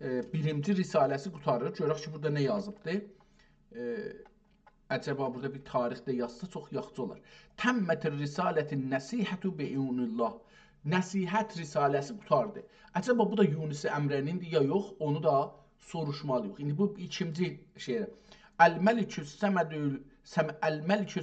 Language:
South Azerbaijani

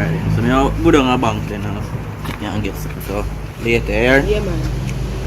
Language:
Jamaican Creole English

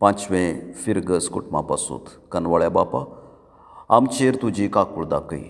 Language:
Konkani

